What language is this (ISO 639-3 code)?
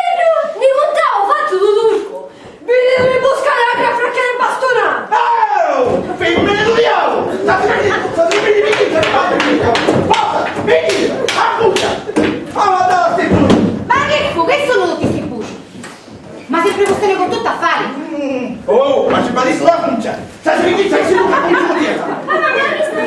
scn